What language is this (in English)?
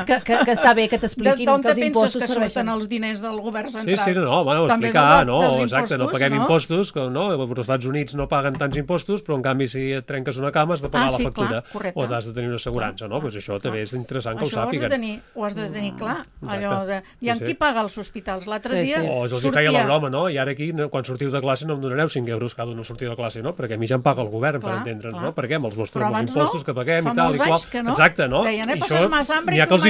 Catalan